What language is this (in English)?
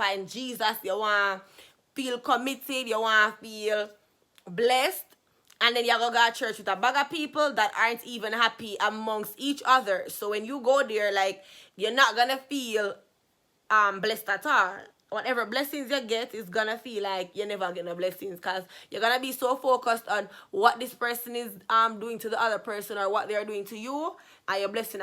Jamaican Creole English